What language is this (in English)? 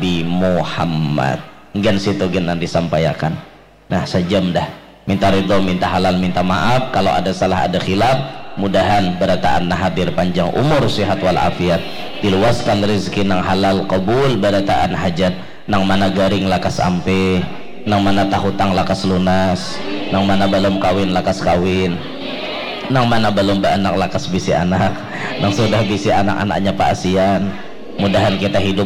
Banjar